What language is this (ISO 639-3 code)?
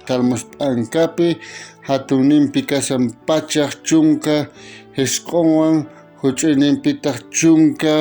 quh